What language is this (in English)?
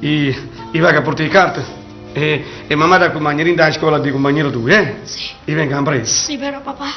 Neapolitan